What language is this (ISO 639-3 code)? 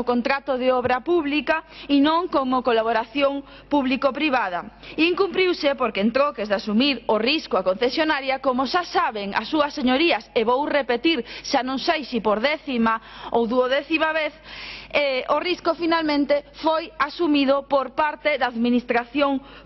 glg